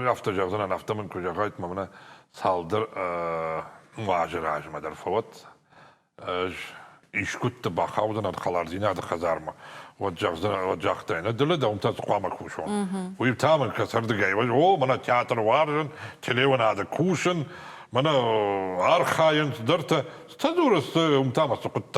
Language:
Ossetic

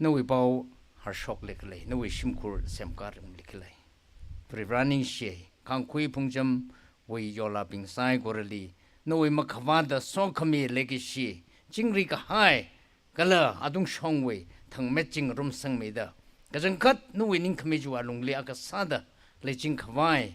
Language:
Tangkhul Naga (India)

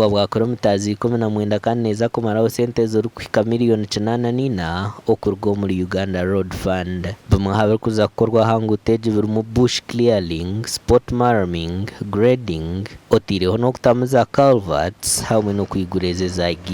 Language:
Nyankole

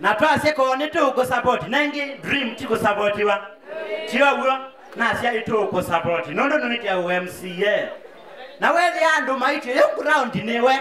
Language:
Kamba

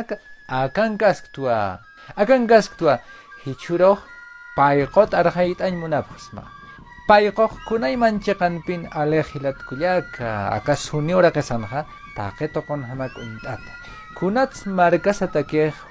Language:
Aymara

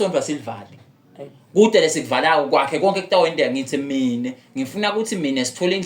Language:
Zulu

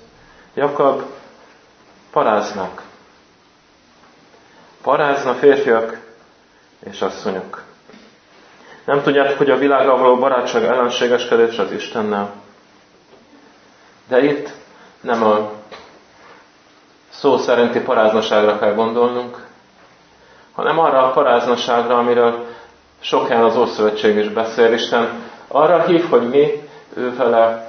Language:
Hungarian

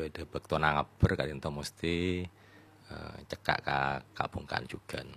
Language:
Madurese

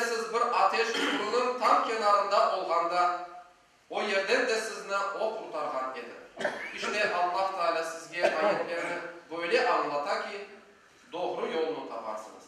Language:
Crimean Tatar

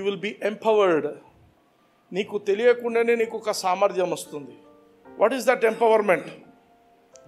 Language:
Telugu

